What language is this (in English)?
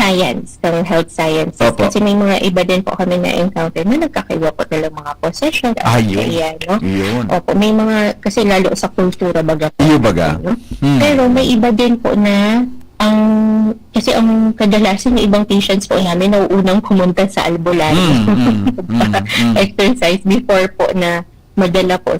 Bikol